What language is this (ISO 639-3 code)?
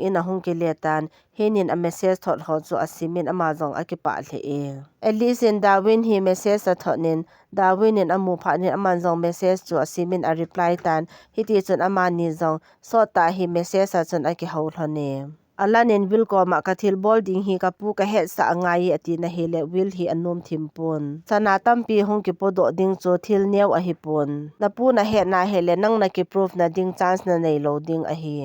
tcz